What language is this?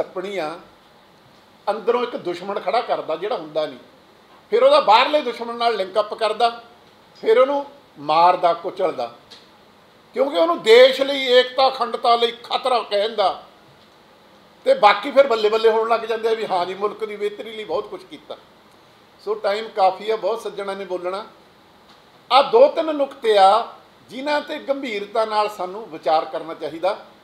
Punjabi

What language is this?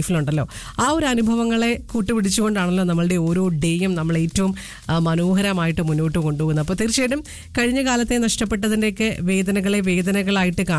Malayalam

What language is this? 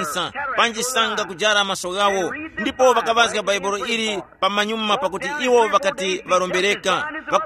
Tumbuka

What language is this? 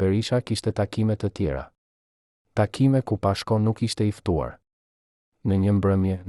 Albanian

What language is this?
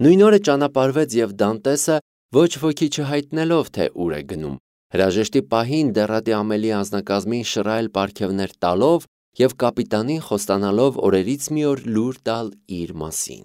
Armenian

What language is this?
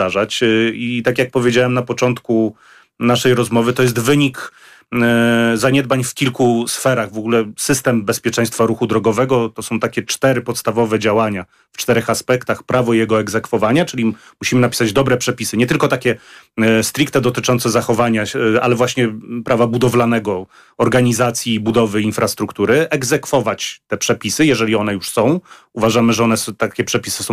Polish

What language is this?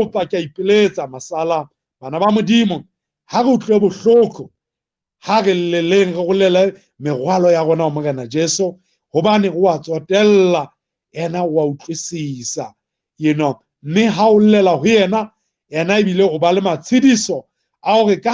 Southern Sotho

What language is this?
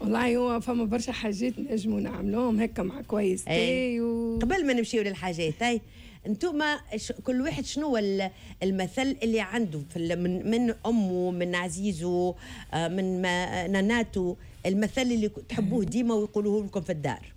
Tunisian Arabic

